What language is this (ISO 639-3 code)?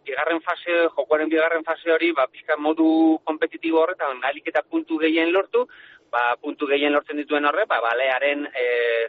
eus